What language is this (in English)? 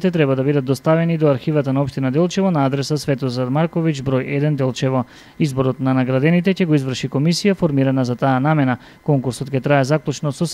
Macedonian